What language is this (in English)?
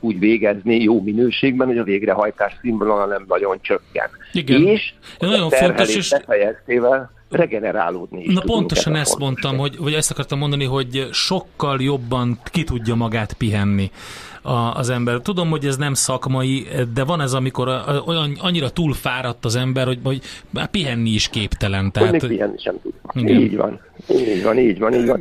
Hungarian